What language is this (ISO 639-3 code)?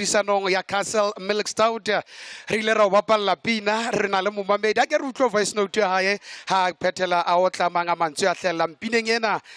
sot